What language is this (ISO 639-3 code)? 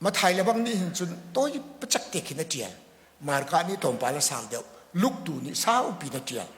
cnh